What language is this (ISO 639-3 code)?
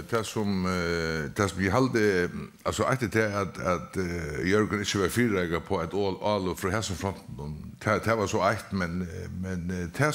fao